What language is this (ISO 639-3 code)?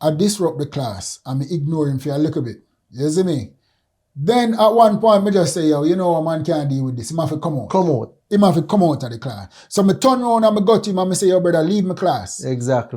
jam